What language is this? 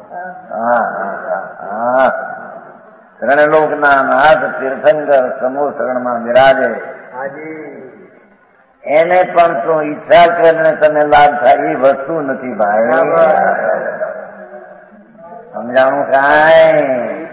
Gujarati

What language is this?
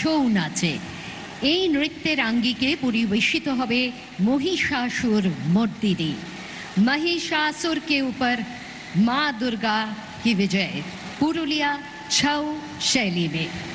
Bangla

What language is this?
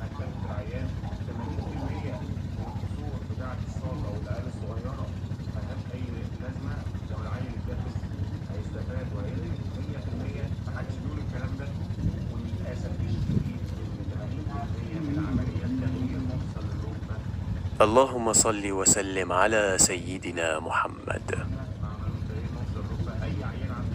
Egyptian Arabic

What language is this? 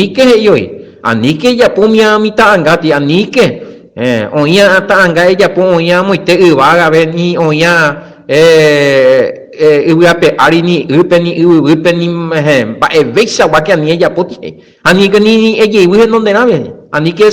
Guarani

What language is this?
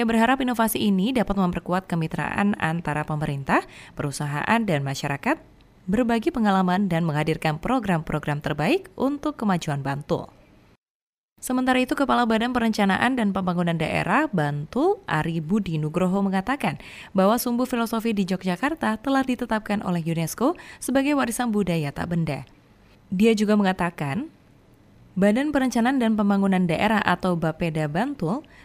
Indonesian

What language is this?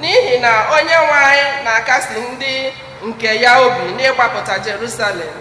Igbo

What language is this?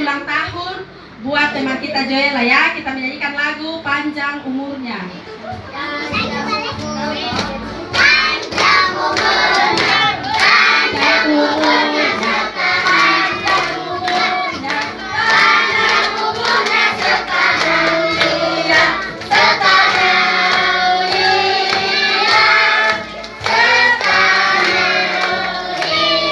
Indonesian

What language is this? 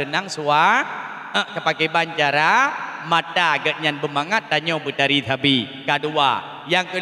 Achinese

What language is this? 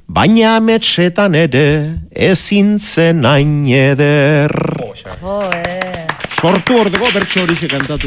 Basque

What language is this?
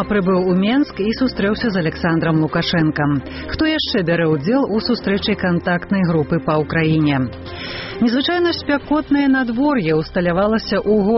Belarusian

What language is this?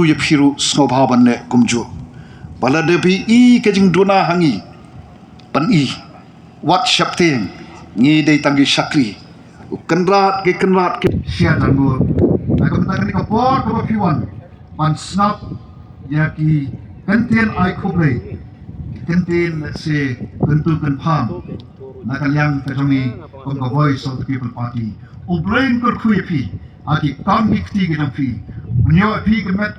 Khasi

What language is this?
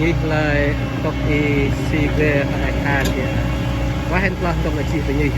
Central Mnong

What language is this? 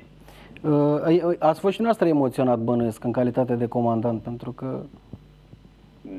Romanian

